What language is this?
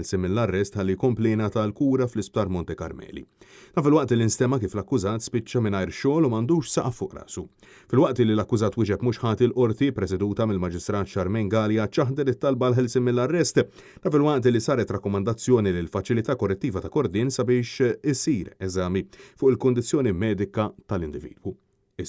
Maltese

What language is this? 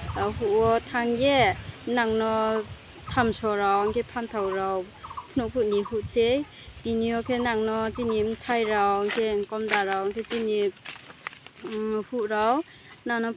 Riang (India)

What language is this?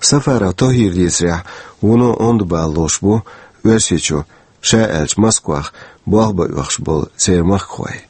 Chechen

